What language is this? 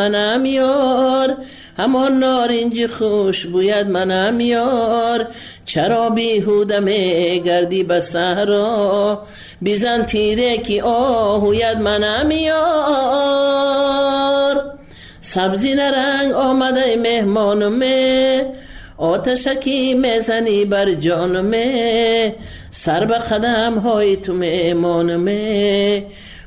Persian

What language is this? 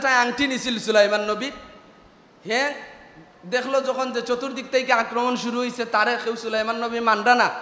Sylheti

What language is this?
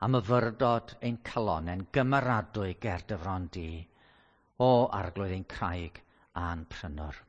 Welsh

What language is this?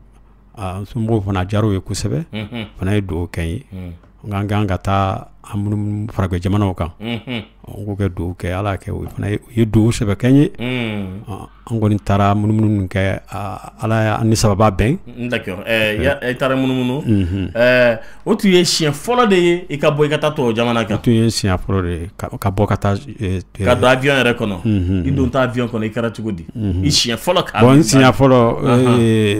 Bambara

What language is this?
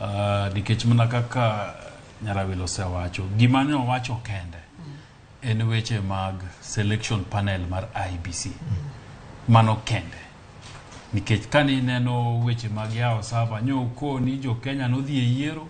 Luo (Kenya and Tanzania)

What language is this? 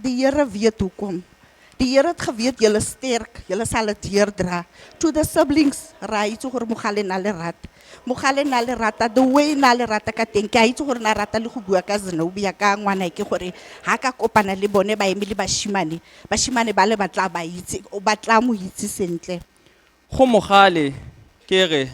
Tswana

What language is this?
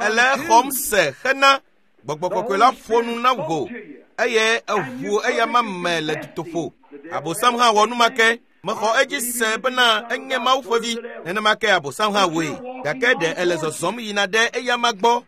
Ewe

